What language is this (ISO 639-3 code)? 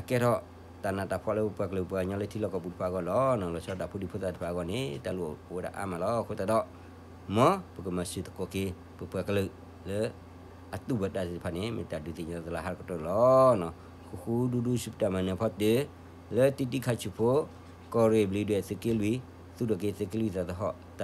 ksw